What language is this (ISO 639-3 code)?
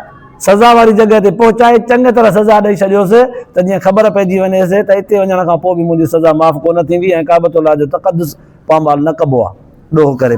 snd